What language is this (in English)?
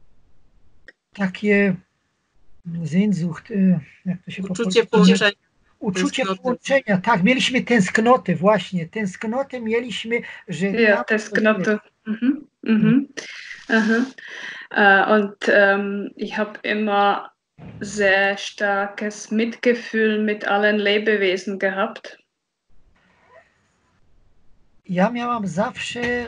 Polish